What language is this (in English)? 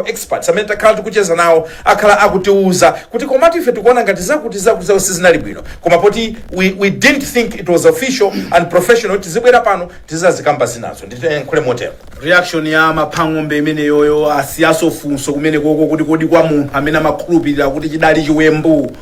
Nyanja